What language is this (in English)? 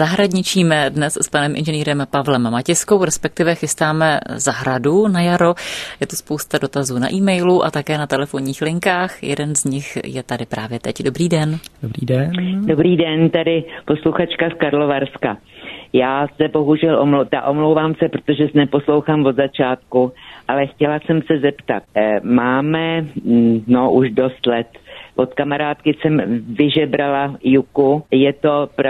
Czech